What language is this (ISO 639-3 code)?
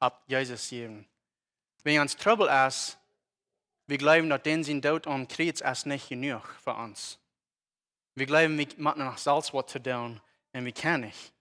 pdt